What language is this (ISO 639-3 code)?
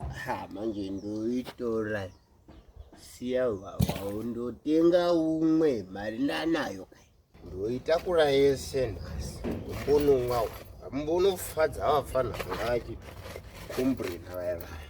sna